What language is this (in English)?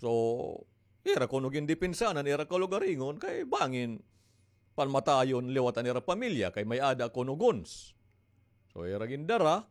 Waray